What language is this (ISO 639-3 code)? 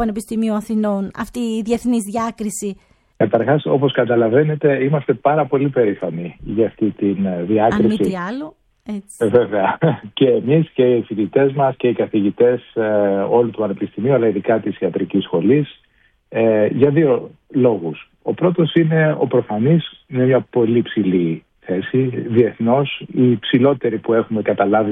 ell